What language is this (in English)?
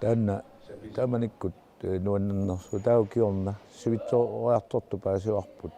Kalaallisut